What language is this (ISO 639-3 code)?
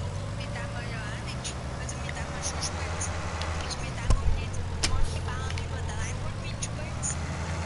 bar